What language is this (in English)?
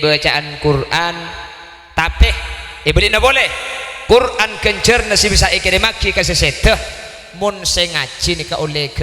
Madurese